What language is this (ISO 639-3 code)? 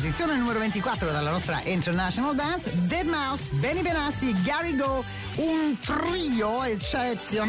ita